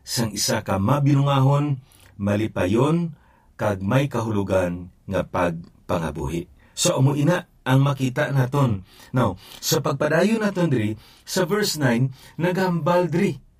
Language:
Hiligaynon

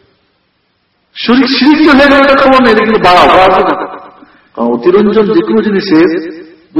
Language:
Bangla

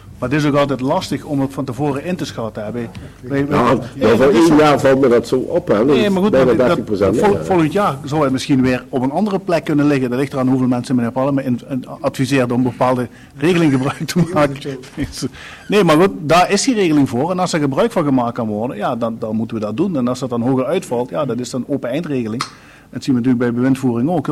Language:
Dutch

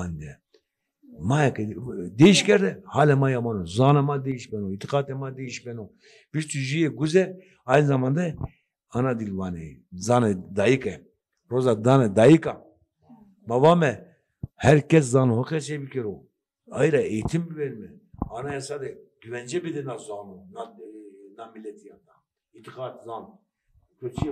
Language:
Zaza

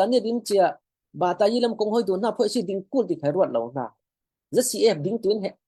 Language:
Falam Chin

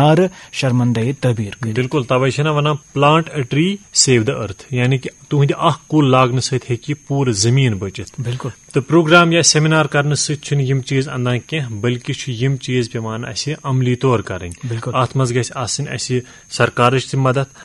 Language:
Kashmiri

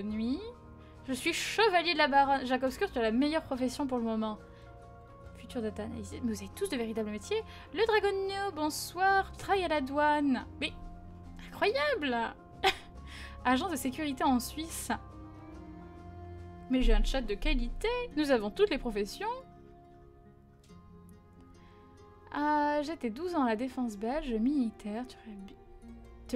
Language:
French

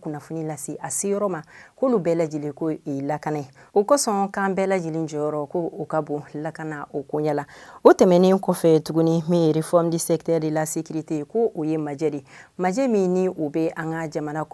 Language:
Bambara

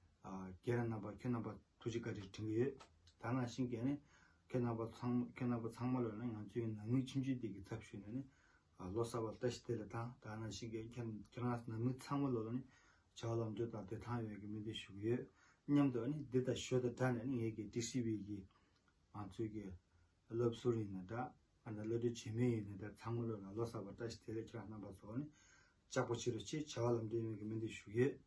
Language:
Tibetan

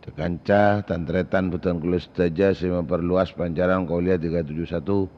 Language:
Madurese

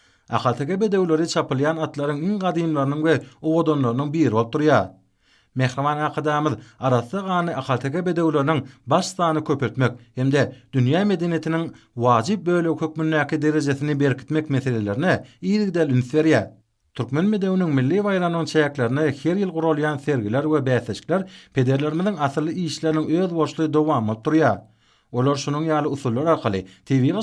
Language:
Turkmen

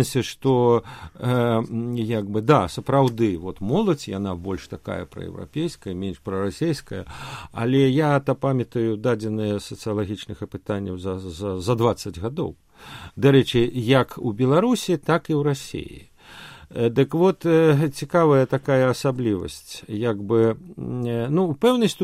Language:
Belarusian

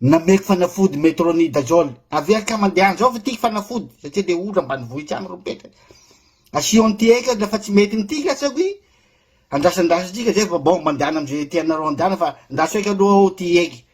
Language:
Malagasy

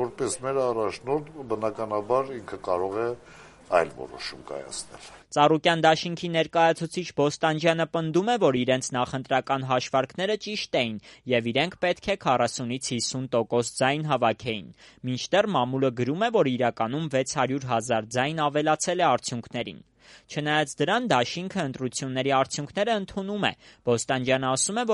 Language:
Armenian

